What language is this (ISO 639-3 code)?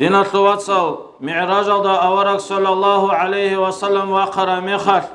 ava